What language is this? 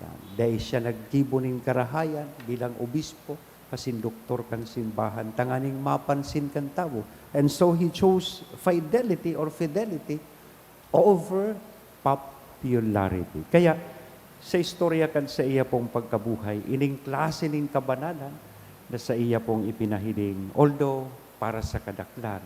Bikol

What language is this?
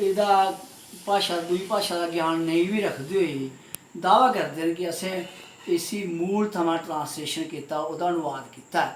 Dogri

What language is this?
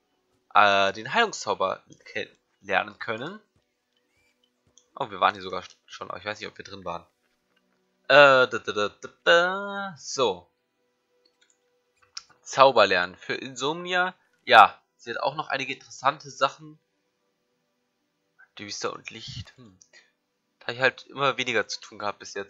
German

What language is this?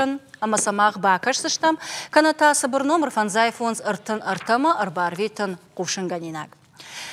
Ossetic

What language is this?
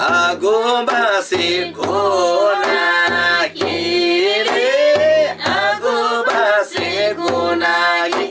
Eastern Tamang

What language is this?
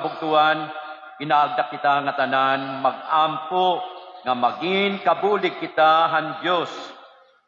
Waray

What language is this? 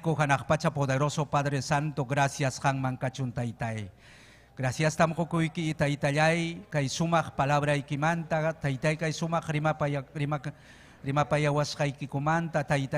Ayacucho Quechua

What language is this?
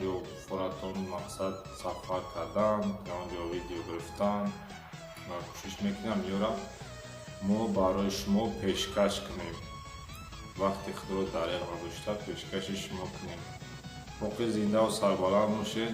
Tajik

